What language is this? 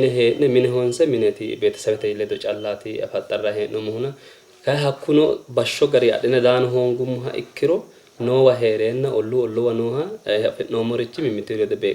Sidamo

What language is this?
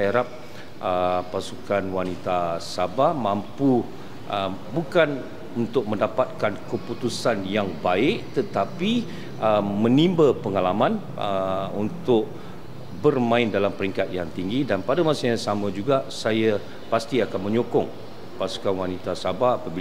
Malay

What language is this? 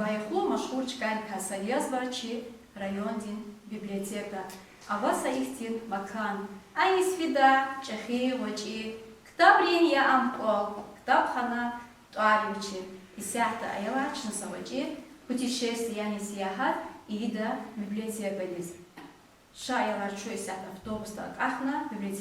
Lezghian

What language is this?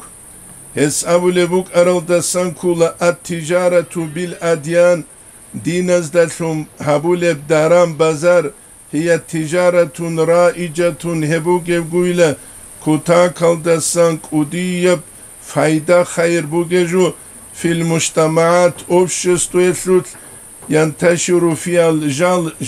Avaric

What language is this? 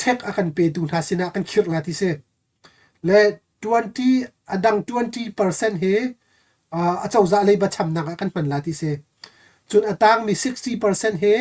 Hakha Chin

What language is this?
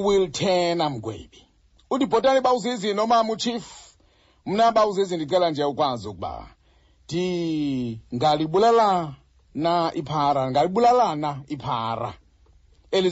Xhosa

